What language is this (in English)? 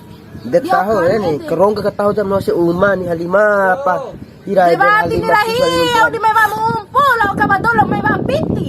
Bima